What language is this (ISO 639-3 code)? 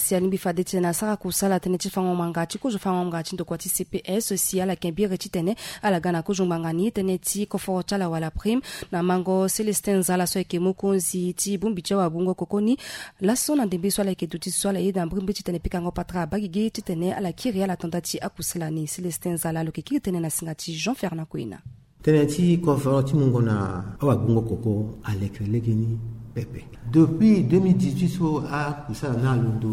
sag